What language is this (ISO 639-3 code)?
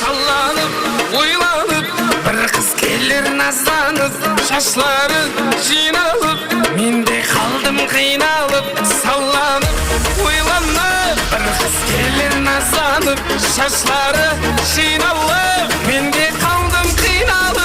kaa